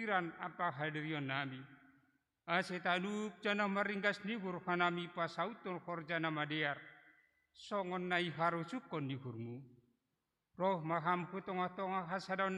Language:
Batak Simalungun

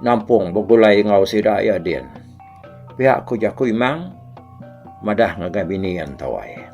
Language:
Iban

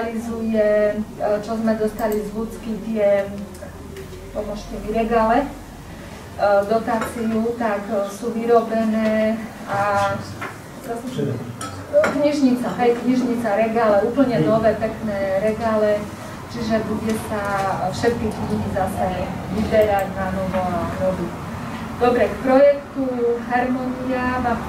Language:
Slovak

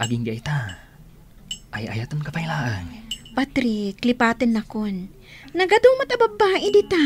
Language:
Iloko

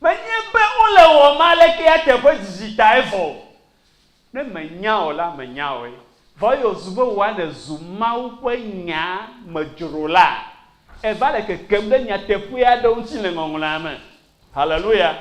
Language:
Ewe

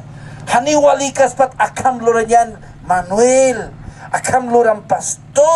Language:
Aymara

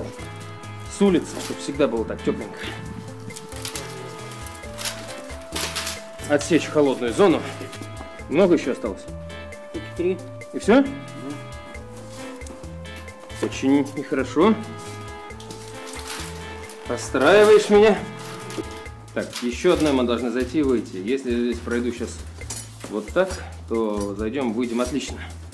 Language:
Russian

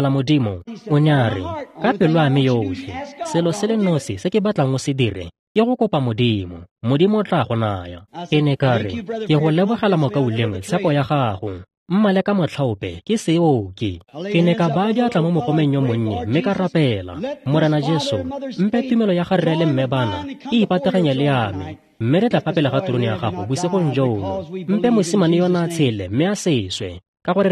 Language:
Tswana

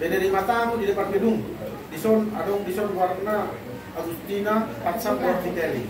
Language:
Batak Toba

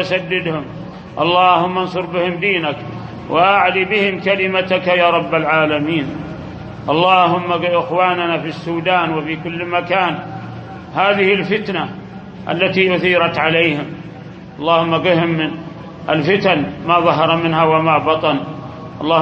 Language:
Arabic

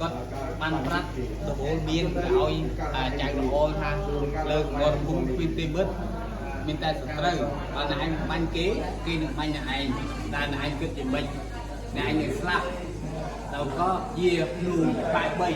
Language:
Khmer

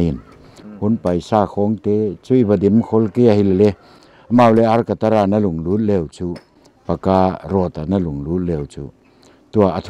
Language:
Paite Chin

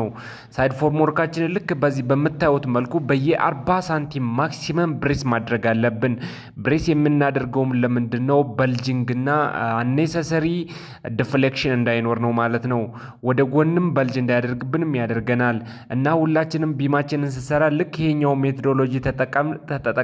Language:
Amharic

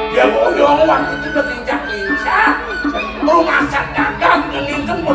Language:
Balinese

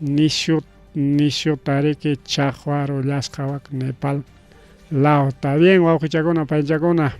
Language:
Ayacucho Quechua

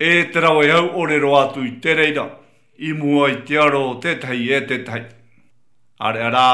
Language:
Tahitian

